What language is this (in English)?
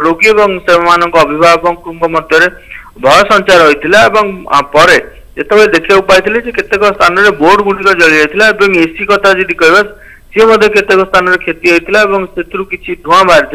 Odia